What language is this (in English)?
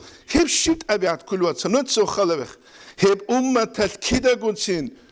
Avaric